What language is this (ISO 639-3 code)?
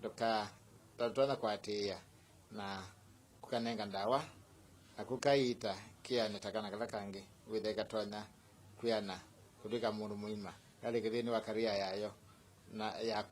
kam